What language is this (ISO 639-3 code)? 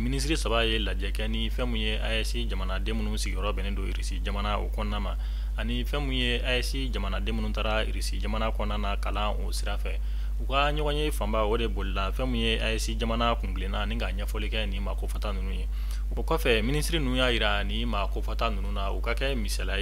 bam